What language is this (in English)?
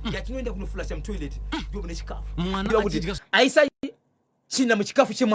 Shona